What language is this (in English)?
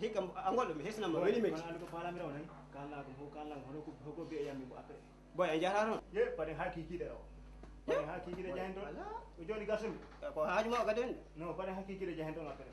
Fula